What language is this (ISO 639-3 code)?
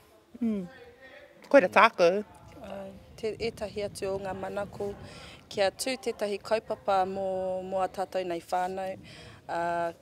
mri